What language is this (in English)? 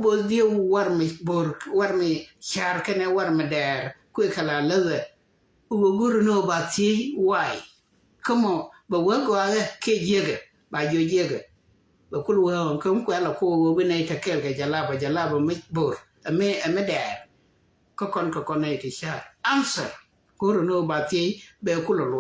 Nuer